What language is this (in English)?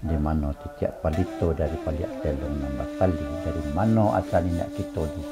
Minangkabau